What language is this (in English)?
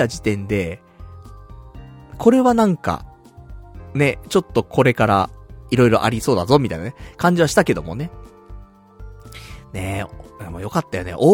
Japanese